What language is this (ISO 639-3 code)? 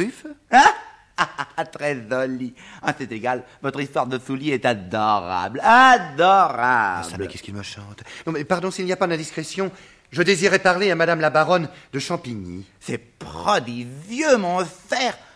fra